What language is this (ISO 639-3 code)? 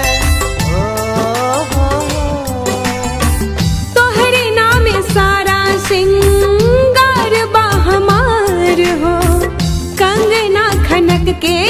bho